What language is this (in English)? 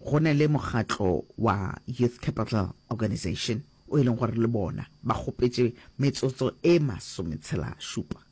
Northern Sotho